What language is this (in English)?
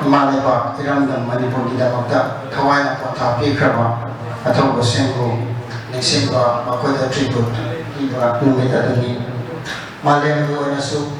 Manipuri